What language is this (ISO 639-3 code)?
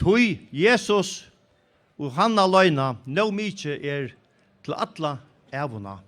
fao